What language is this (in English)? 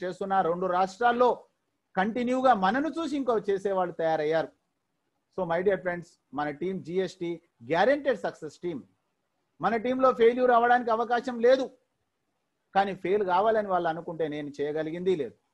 Telugu